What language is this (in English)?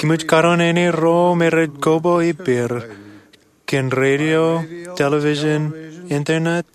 Marshallese